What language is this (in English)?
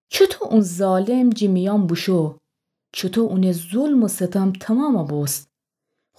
Gilaki